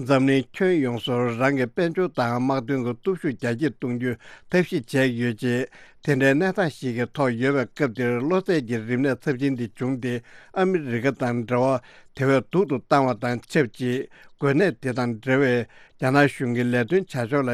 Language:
Tibetan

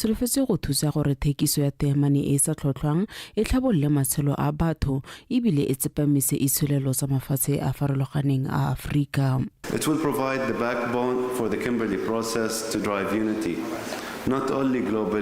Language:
Tswana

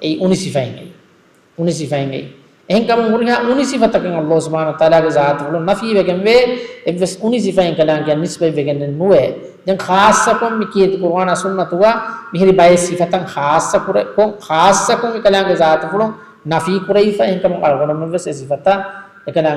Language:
Divehi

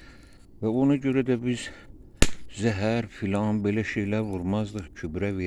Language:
Azerbaijani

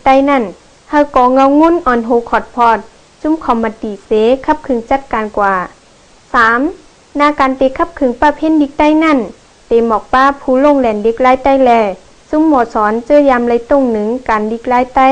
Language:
Shan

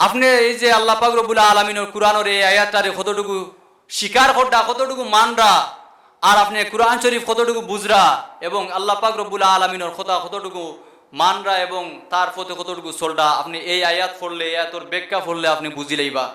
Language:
Sylheti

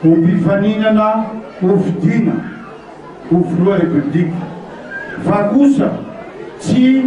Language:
Malagasy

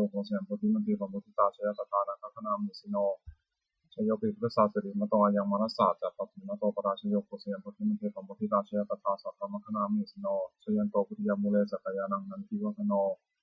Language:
Pali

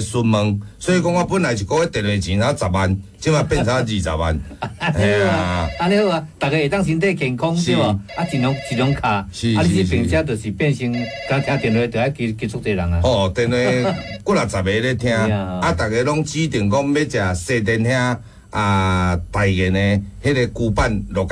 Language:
Min Nan Chinese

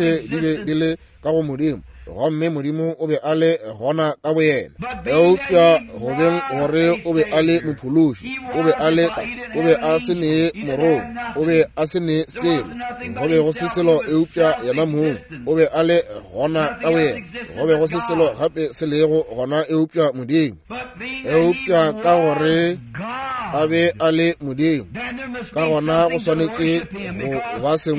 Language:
Northern Sotho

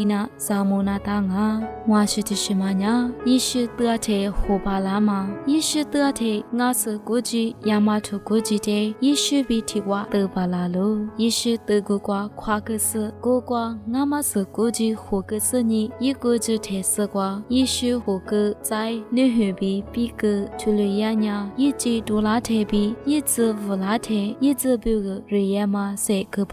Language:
Lisu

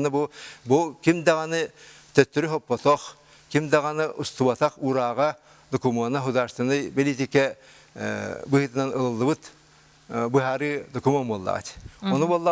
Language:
Yakut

